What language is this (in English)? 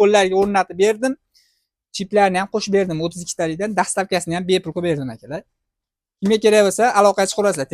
Uzbek